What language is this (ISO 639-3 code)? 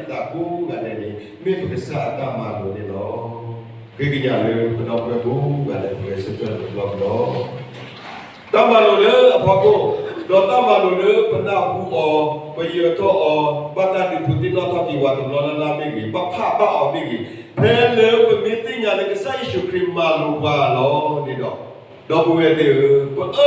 ksw